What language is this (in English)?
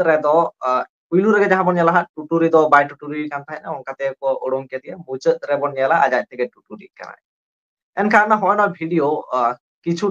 Santali